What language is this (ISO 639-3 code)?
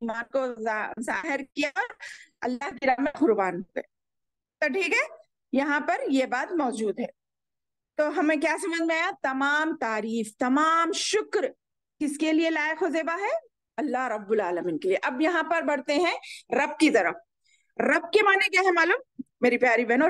urd